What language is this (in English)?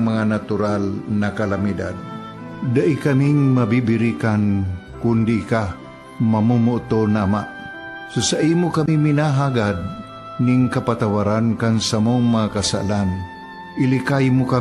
Bikol